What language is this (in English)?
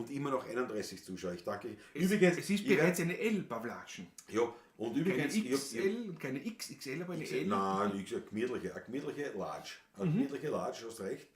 Bavarian